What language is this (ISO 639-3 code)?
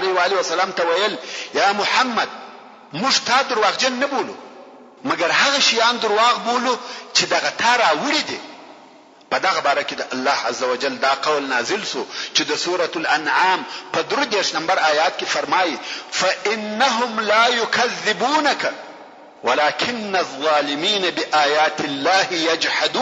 pus